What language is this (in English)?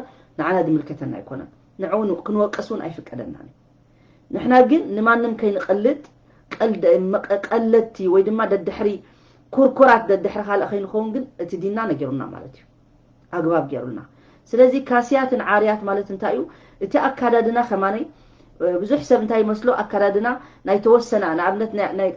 Tigrinya